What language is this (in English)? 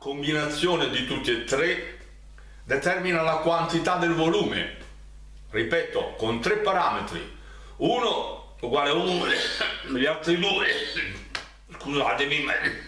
Italian